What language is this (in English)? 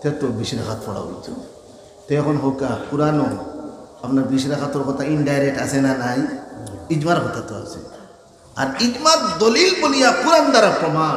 Sylheti